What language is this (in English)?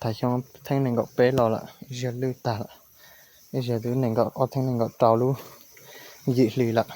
Hmong